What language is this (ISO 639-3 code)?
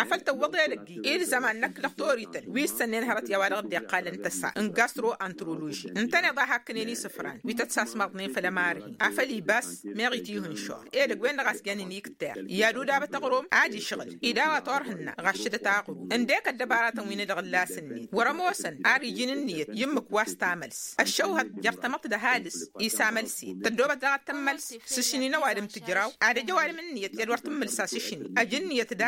taq